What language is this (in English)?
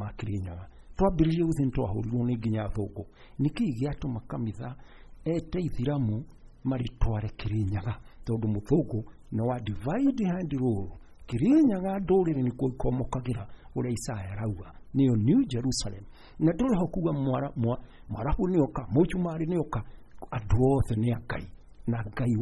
Kikuyu